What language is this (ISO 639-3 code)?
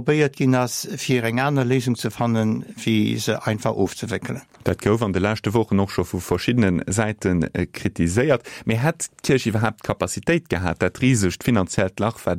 ltz